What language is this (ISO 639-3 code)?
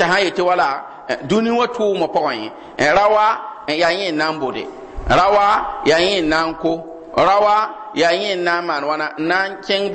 mos